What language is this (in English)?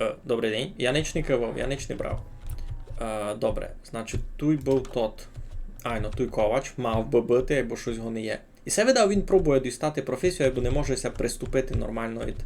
Rusyn